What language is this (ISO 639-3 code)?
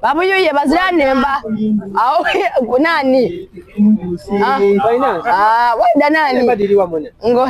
xog